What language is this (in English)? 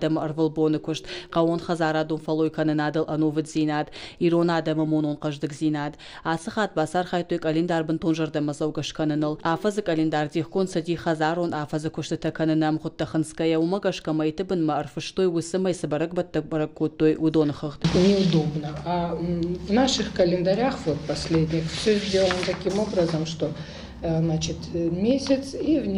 Ossetic